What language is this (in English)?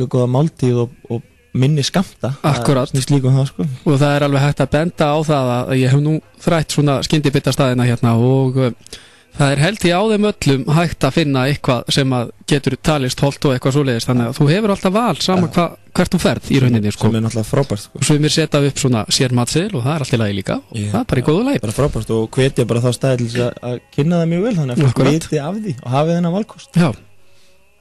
Icelandic